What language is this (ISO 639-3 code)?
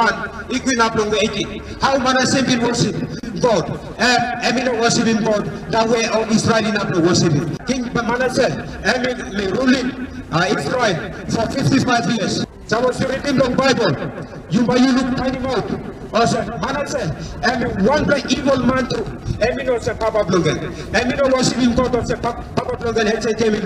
tpi